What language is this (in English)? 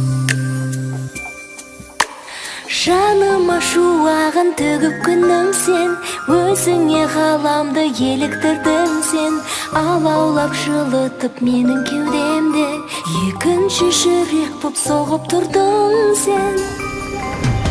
Kazakh